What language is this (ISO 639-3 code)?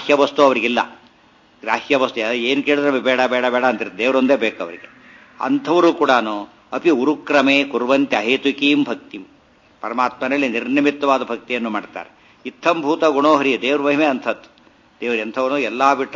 kan